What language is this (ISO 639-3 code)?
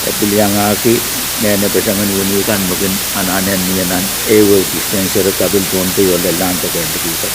pon